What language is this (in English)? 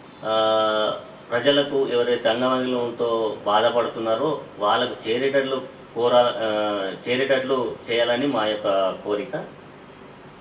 Telugu